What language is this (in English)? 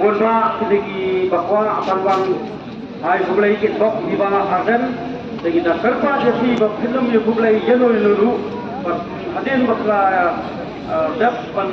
Khasi